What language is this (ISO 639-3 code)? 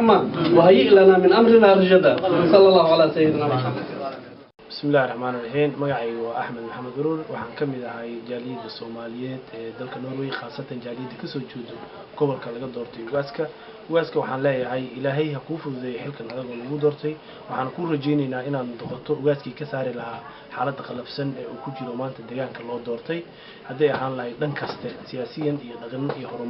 som